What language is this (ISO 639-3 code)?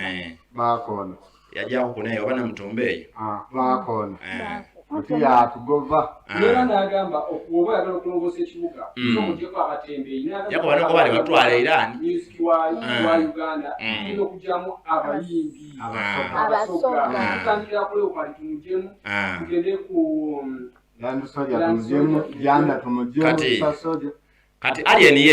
xog